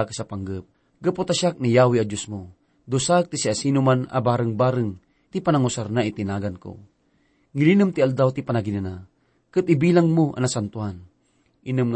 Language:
Iloko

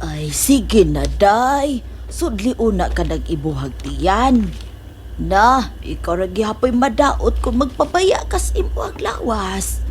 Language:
Cebuano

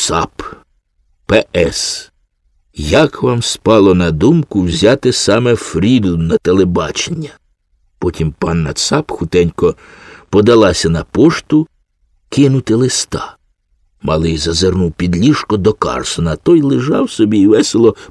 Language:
Ukrainian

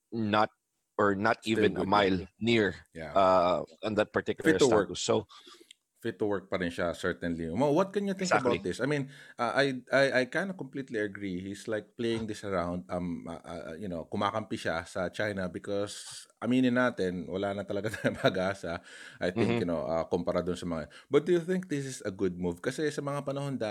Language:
Filipino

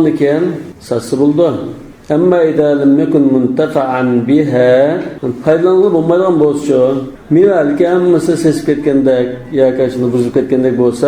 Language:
Uyghur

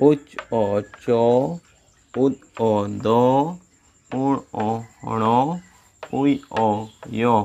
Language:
Santali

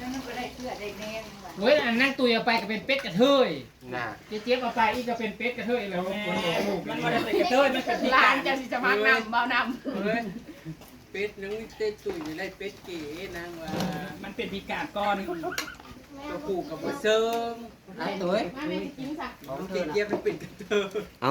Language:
Northeastern Thai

